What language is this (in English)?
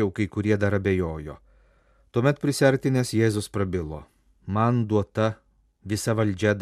Lithuanian